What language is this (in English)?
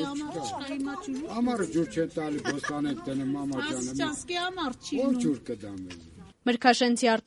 Armenian